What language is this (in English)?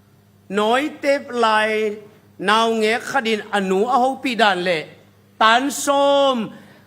Tedim Chin